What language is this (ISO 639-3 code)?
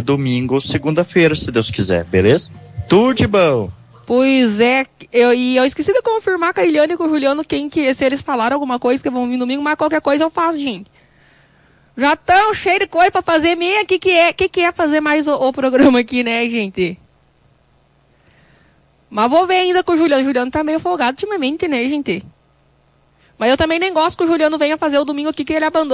por